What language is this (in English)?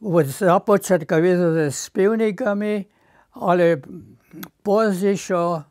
Upper Sorbian